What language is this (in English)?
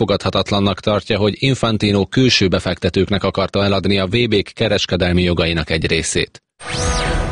Hungarian